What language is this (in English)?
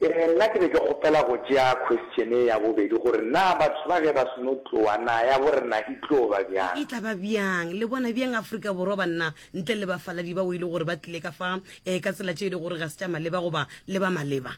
Northern Sotho